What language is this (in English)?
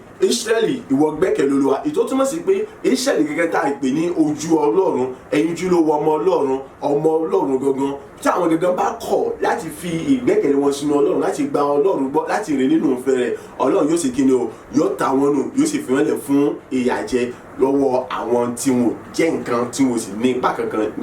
Yoruba